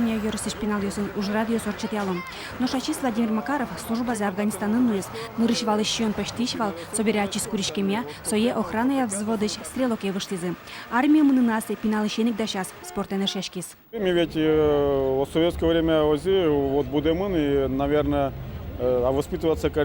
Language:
Udmurt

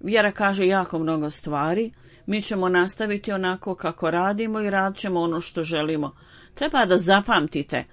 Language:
Bosnian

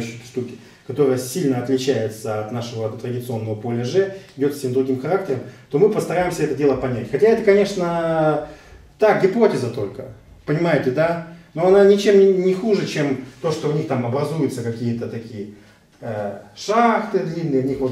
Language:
Russian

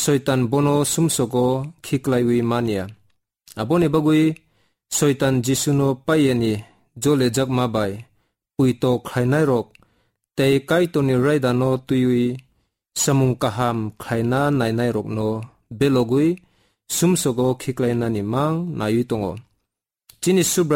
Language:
Kok Borok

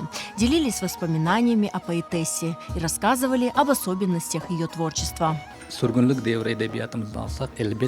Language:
Crimean Tatar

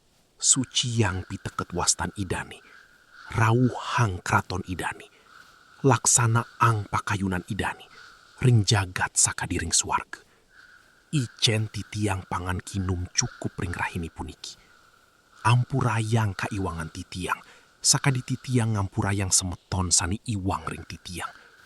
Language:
Balinese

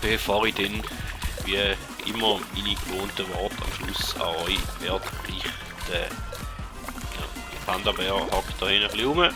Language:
Swiss German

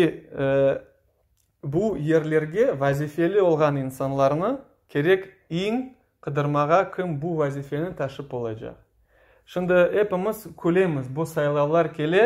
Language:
Crimean Tatar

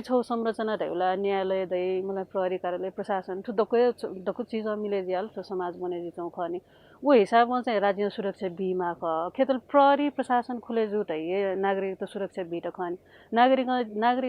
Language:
Newari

